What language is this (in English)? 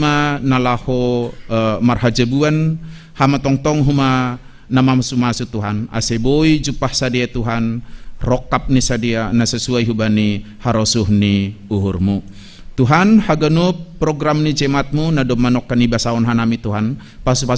Batak Simalungun